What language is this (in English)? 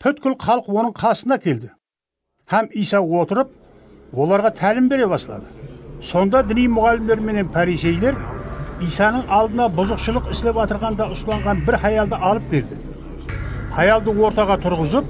Kara-Kalpak